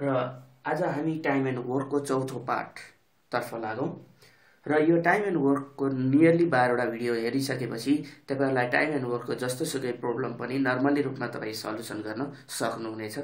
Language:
Nepali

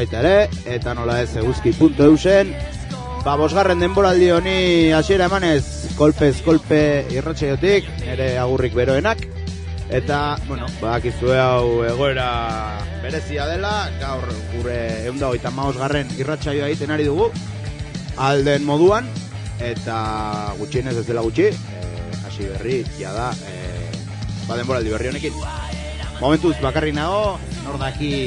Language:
Basque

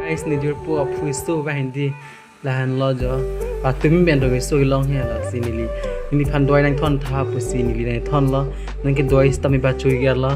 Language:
Karbi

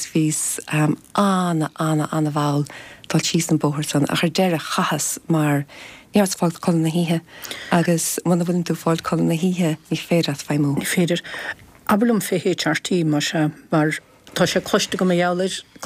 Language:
Irish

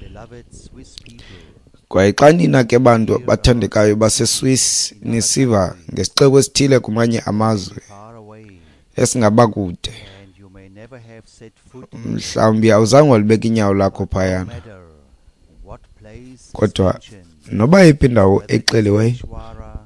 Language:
Xhosa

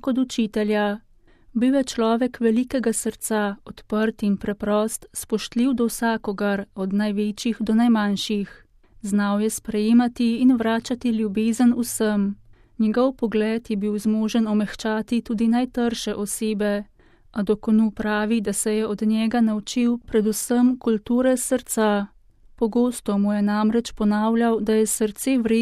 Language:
Slovenian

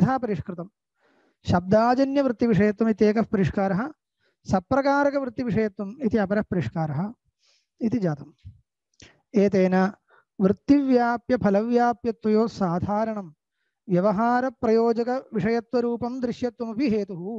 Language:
Sanskrit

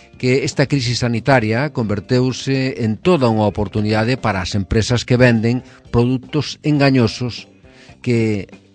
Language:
Galician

